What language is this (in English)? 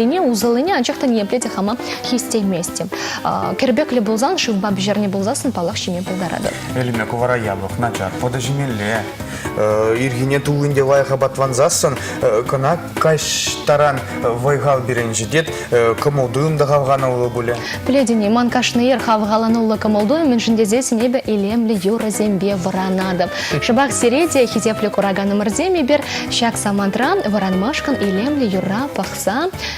Chuvash